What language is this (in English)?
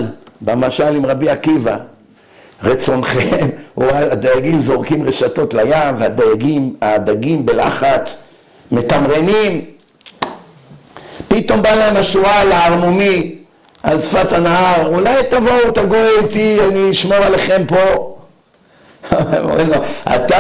Hebrew